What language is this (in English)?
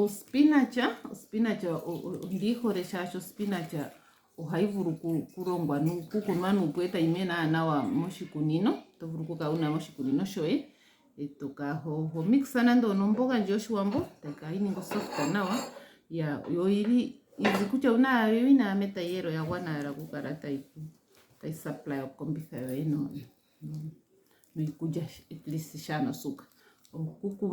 Ndonga